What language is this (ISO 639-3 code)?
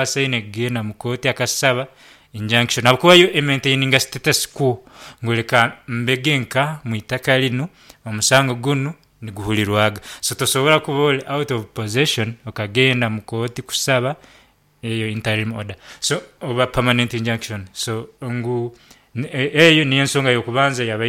nyn